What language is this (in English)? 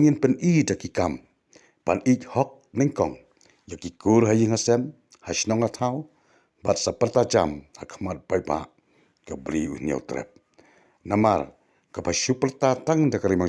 Khasi